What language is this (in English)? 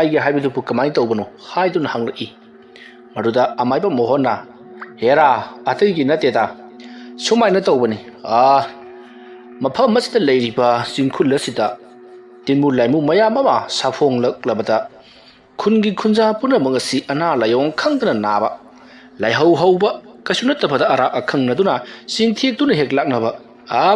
Manipuri